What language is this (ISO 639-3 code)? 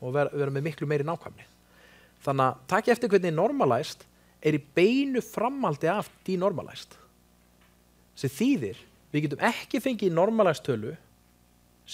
isl